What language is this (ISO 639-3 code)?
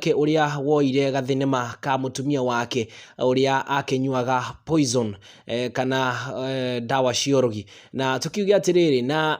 kik